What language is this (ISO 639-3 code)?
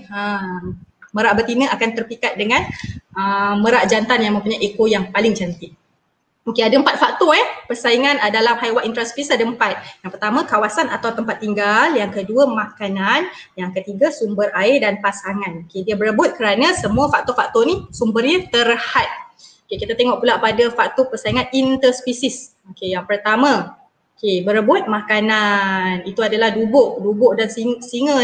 msa